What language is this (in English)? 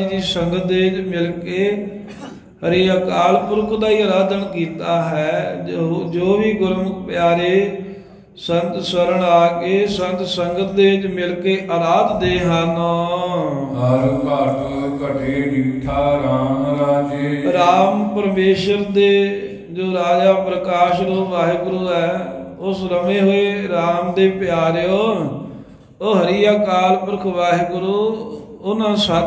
Punjabi